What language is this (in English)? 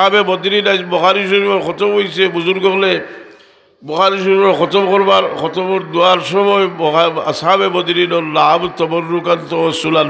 Sylheti